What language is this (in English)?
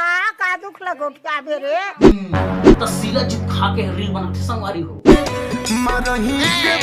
Chhattisgarhi